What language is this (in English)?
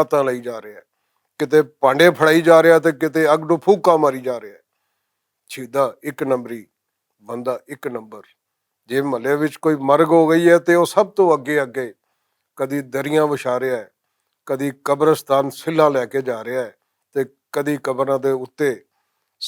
Western Panjabi